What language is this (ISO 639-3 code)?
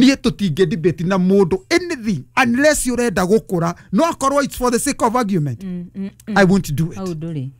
kik